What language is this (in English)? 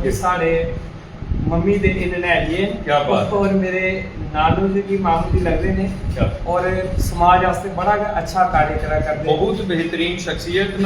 Dogri